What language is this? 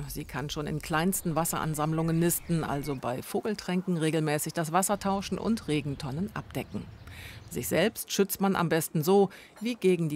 German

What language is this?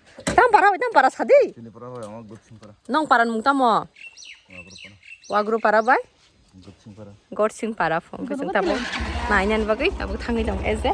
Kok Borok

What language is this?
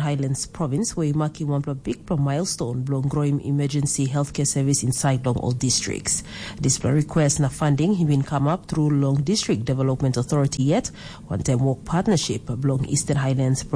Tok Pisin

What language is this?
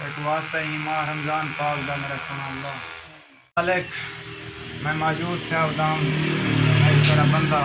Saraiki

